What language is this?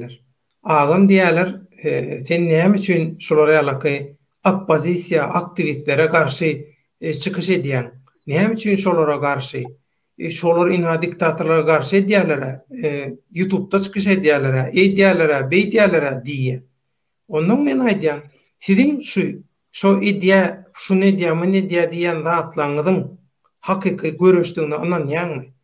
Turkmen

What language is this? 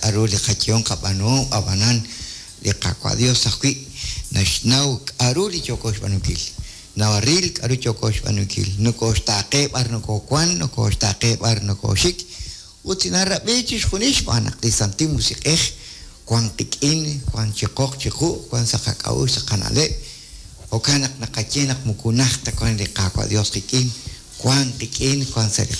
Kekchí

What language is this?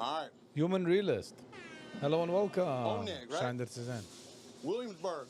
Yiddish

